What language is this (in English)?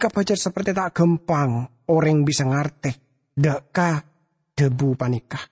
Madurese